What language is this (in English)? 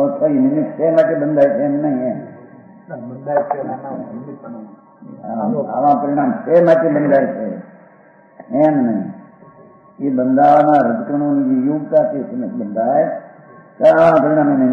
Gujarati